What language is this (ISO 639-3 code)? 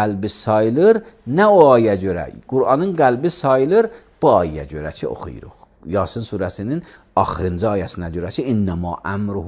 aze